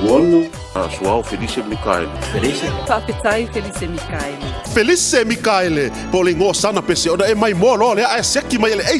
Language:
Samoan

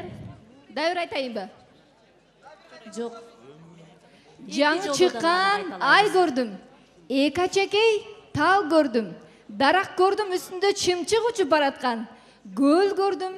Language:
Kyrgyz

